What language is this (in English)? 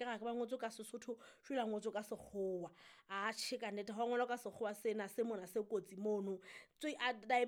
Southern Sotho